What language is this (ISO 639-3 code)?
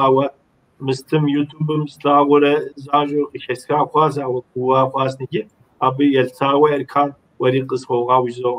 kbd